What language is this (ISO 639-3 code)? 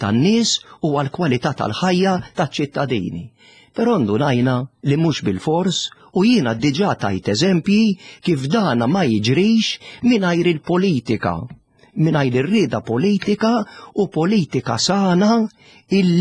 mlt